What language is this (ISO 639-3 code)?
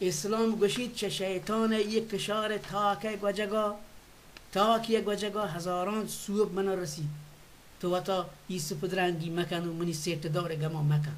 bal